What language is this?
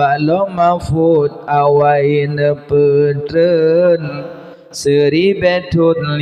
Achinese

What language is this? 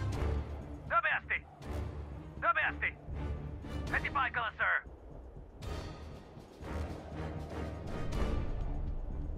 Finnish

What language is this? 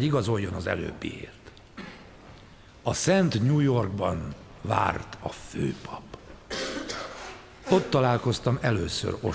Hungarian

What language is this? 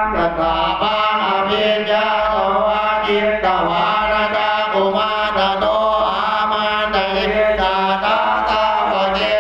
Pali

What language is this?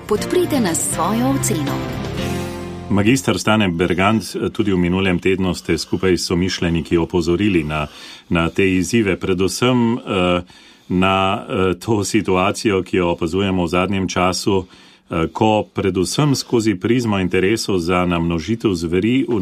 Slovenian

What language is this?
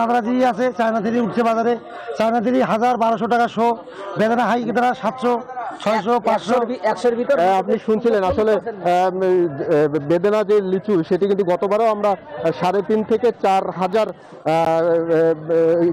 Bangla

